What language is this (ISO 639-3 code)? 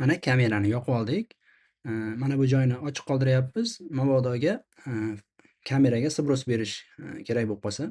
uzb